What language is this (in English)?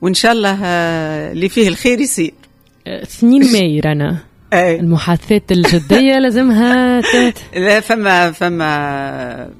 Tunisian Arabic